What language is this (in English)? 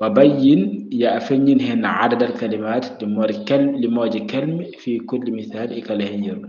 Fula